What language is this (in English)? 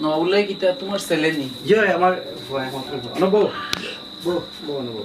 Sylheti